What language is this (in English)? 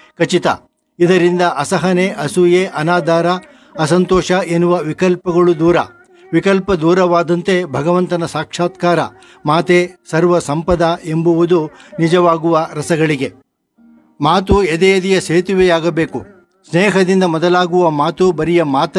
Kannada